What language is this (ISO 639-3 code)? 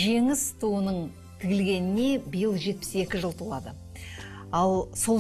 kaz